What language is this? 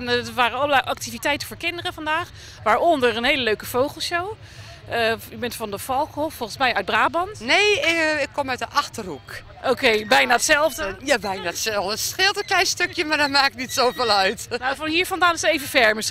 Dutch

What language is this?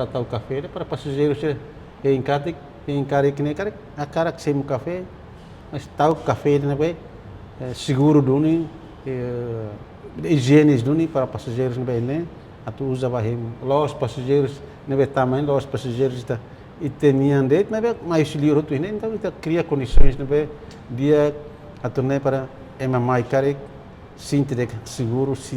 Tetum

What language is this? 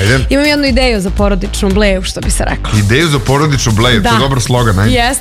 Serbian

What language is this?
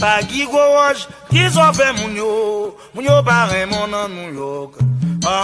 Haitian Creole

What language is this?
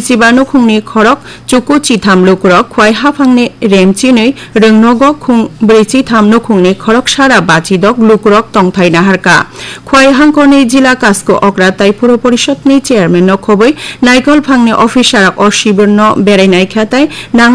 Kok Borok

